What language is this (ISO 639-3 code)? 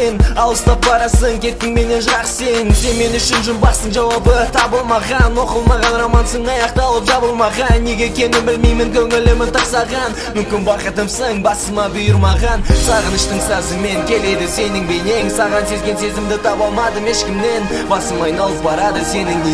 kaz